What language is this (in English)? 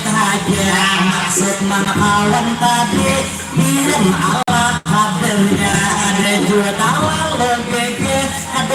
Banjar